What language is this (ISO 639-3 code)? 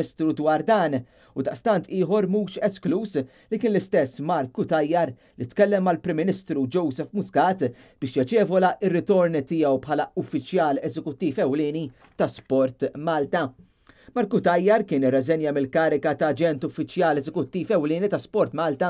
mlt